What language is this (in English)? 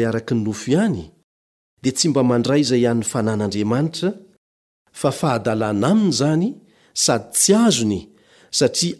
Malagasy